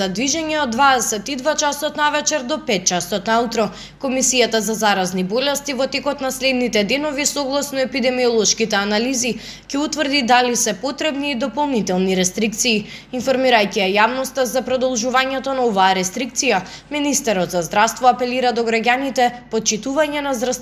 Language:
Macedonian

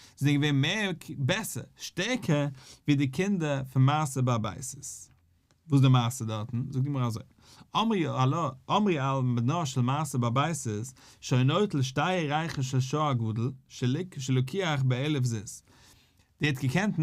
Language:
Yiddish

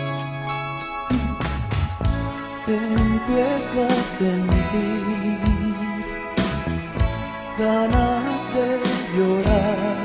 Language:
Spanish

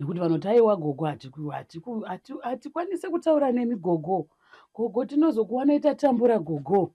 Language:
Shona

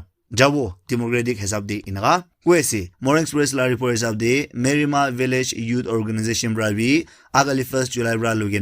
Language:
Naga Pidgin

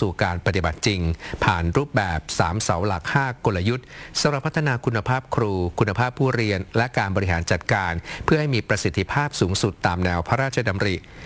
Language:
Thai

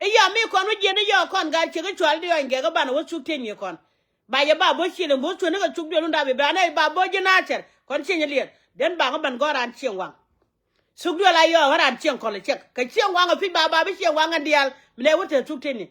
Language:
Nuer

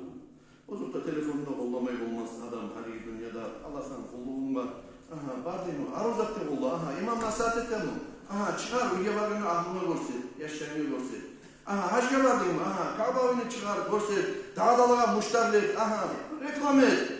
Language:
Kumyk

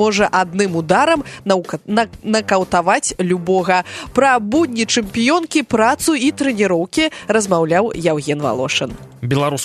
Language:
Belarusian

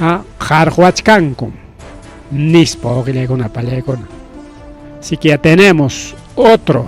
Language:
Ayacucho Quechua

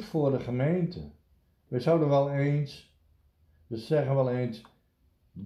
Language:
Dutch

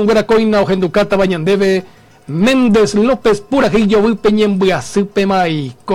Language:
Guarani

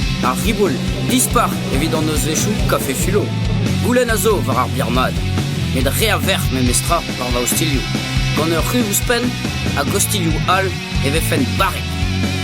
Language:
Breton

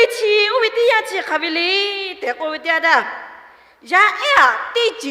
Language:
Lahu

